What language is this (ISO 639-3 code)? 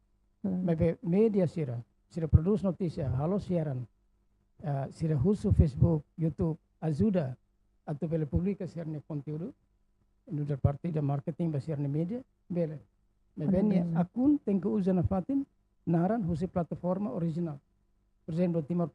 tet